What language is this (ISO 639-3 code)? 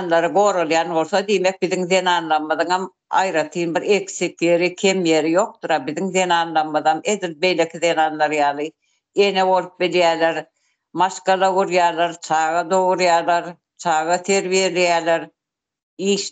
tuk